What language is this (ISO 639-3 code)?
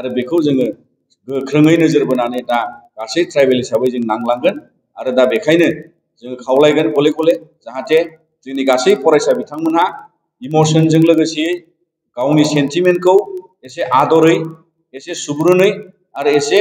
brx